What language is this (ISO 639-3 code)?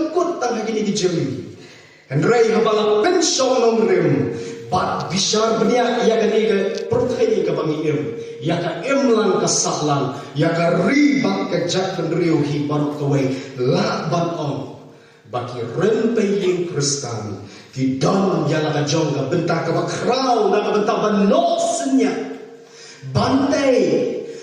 kha